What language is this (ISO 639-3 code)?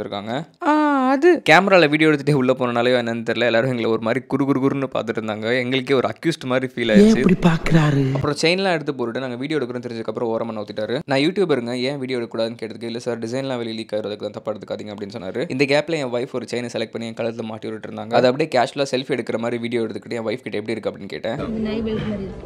tam